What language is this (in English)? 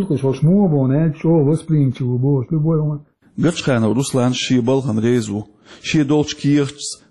Chechen